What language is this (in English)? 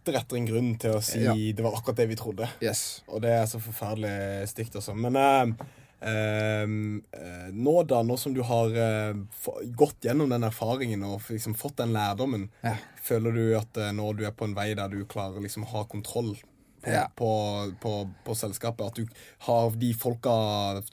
Norwegian